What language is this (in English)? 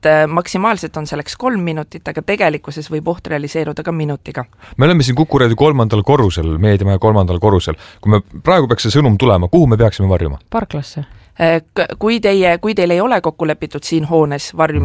Estonian